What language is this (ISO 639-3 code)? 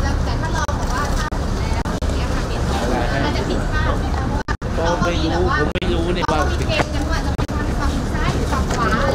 tha